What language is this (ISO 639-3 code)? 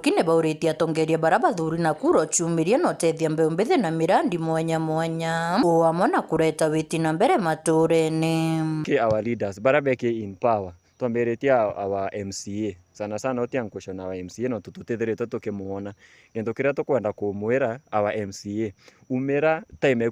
mer